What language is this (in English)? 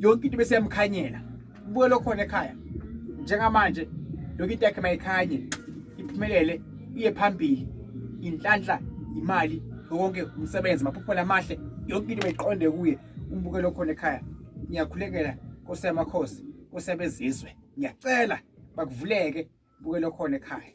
Zulu